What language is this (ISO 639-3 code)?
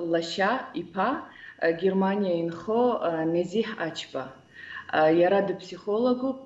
abk